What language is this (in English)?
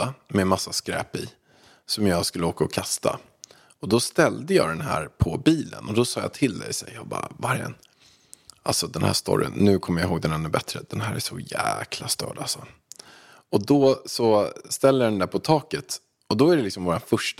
Swedish